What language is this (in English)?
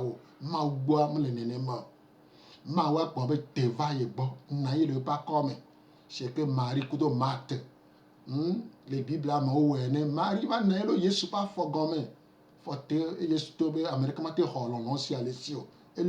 Gen